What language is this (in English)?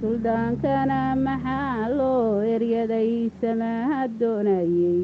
Somali